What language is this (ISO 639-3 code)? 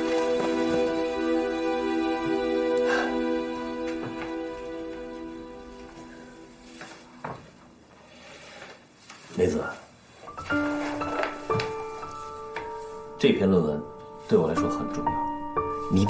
zho